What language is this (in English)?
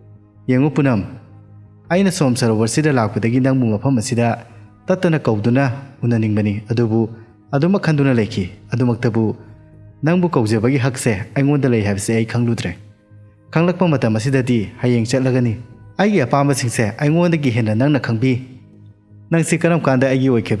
Manipuri